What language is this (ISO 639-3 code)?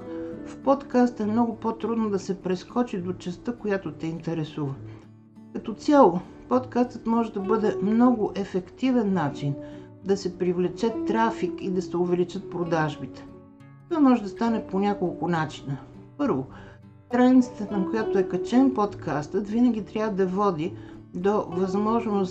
bul